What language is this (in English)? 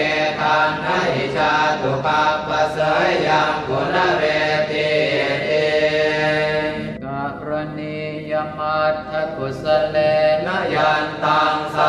Pali